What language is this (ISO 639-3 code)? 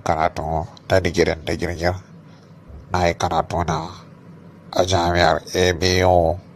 hau